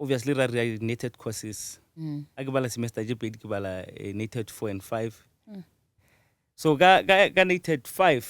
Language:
Northern Sotho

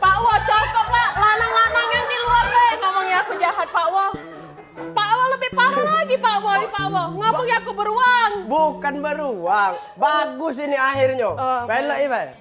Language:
Musi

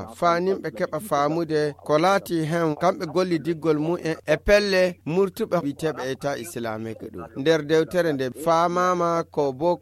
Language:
Fula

